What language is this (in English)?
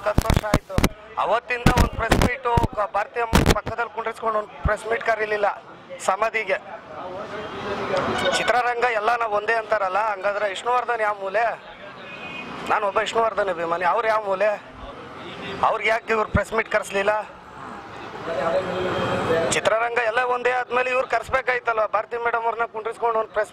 Kannada